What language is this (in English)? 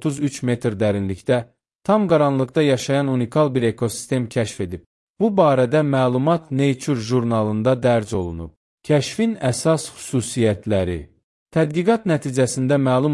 Azerbaijani